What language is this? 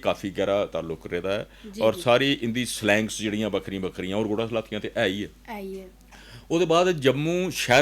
Dogri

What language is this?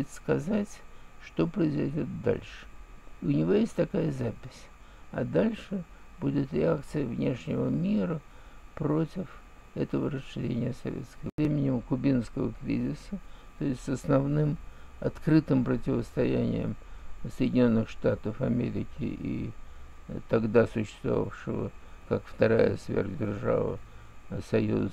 Russian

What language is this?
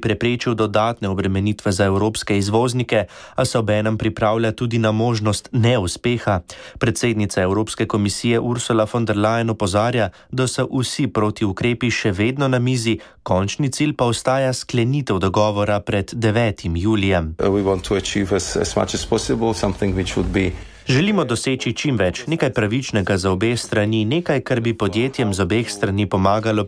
Slovenian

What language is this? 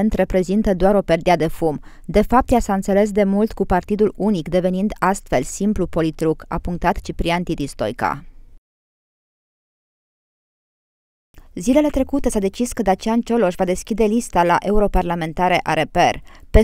Romanian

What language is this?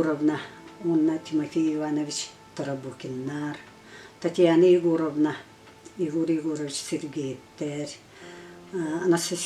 Yakut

